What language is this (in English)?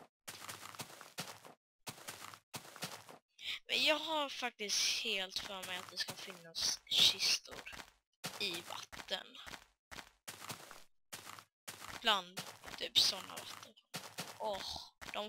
Swedish